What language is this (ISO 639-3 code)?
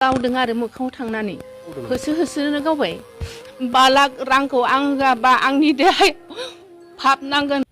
brx